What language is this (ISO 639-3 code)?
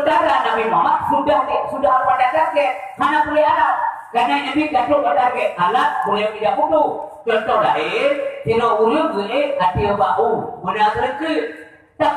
ace